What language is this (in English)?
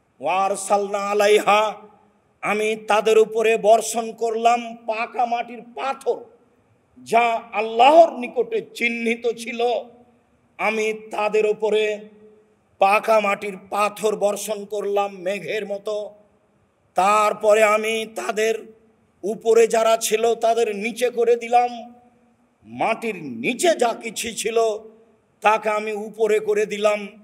Bangla